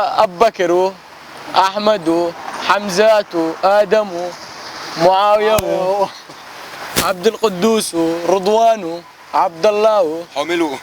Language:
Chechen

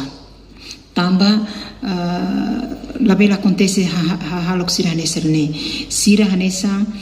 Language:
Tetum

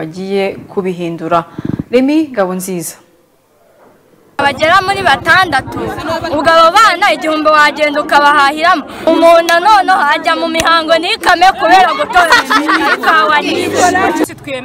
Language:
Kinyarwanda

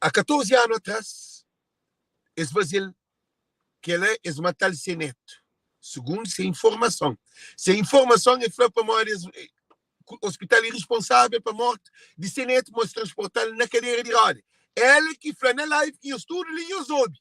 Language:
Kabuverdianu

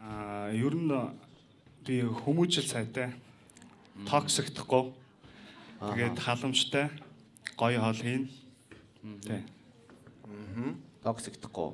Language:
Mongolian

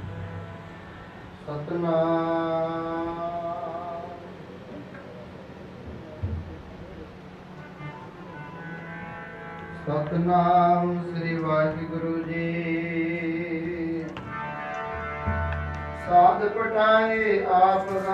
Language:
Punjabi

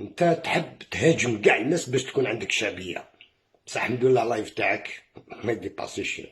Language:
Algerian Arabic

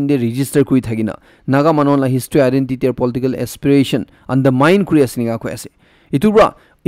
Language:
Naga Pidgin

